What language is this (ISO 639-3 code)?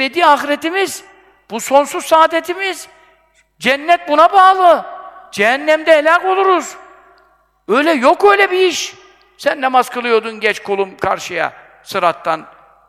tur